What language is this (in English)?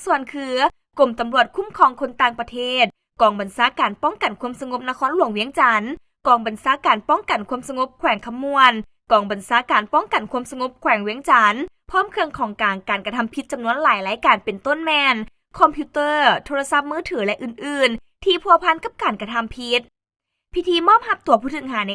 Lao